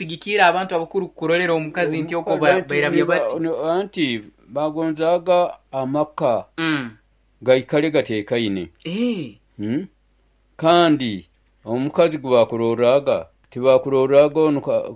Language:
Nyoro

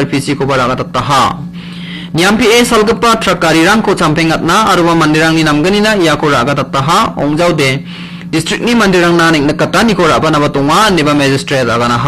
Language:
Garo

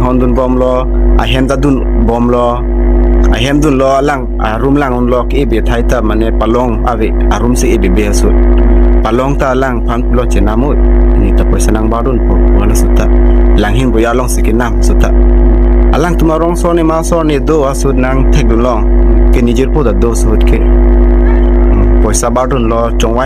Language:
Karbi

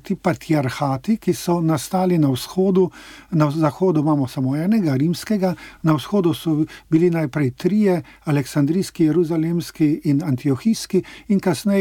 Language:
Slovenian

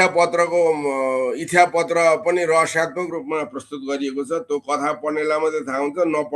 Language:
Nepali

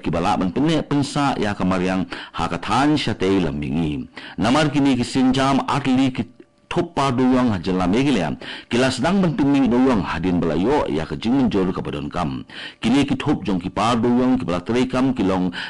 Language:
Khasi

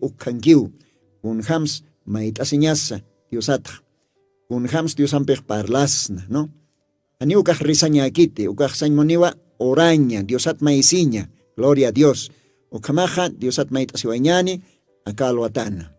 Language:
Aymara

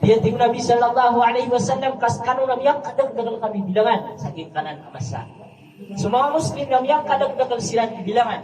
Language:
Maranao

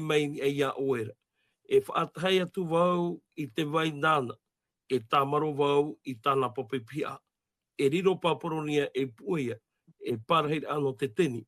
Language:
Tahitian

